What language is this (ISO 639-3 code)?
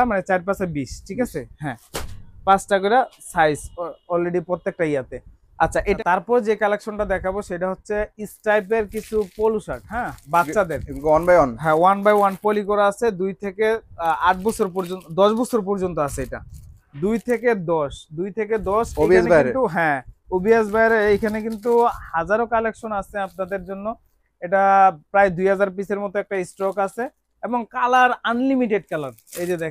ben